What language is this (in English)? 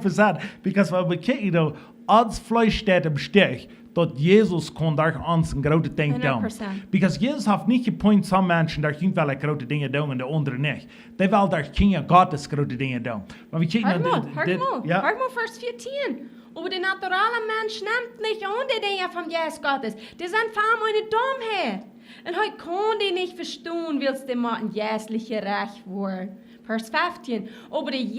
Plautdietsch